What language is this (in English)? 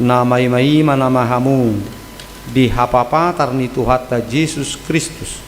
Batak Toba